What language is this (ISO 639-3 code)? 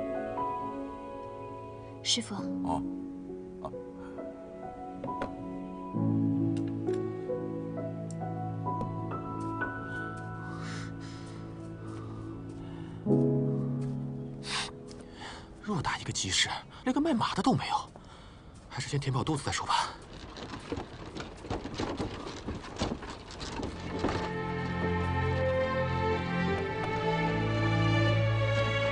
zho